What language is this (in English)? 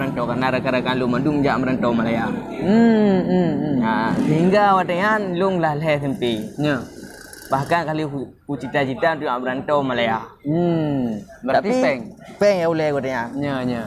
Achinese